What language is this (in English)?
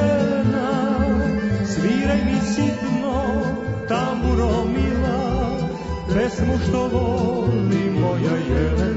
Serbian